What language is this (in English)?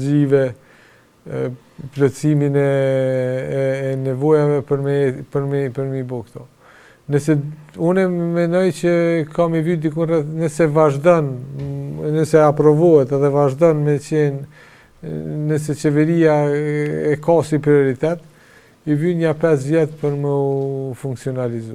Albanian